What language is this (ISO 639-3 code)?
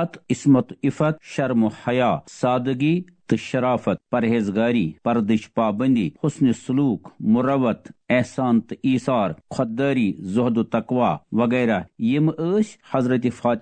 kas